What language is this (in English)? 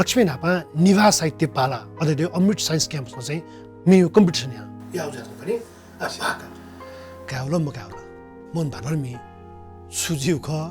Newari